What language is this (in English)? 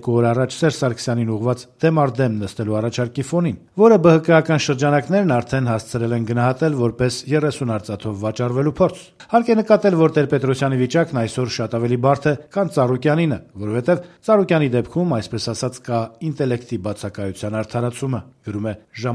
Armenian